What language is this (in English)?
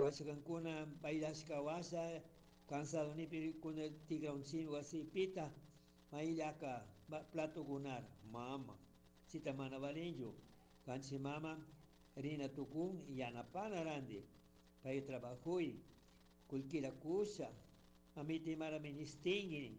Chimborazo Highland Quichua